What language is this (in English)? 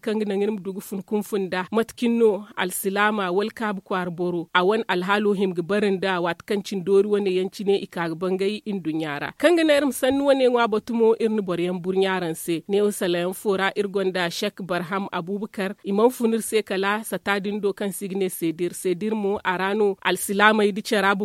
Zarma